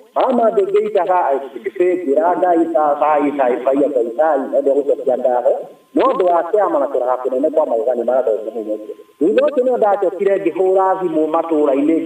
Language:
Kikuyu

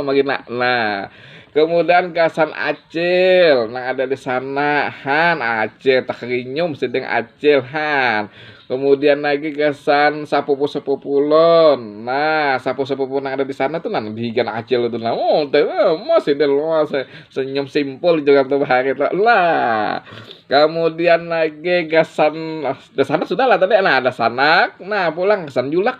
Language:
Banjar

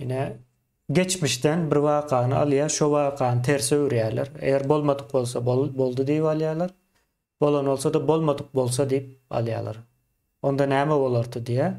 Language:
Turkmen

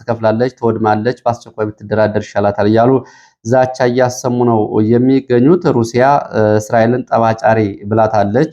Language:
Amharic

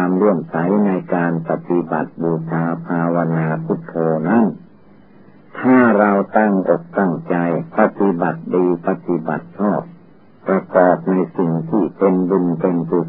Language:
Thai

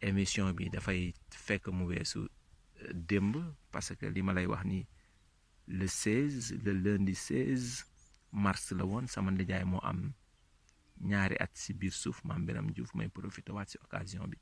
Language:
Wolof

